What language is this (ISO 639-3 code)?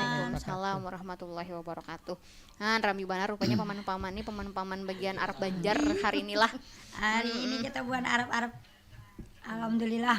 bjn